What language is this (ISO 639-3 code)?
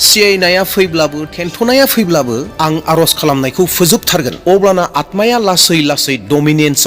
brx